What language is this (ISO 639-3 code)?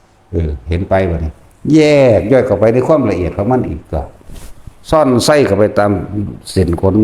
tts